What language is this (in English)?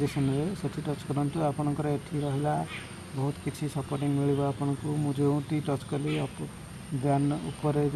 Odia